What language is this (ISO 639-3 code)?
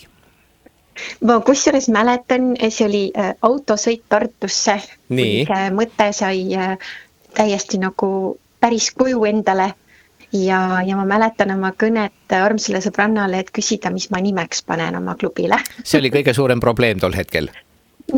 est